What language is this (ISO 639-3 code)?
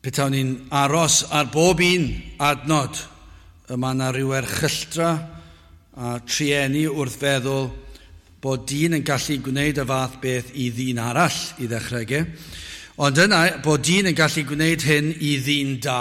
cym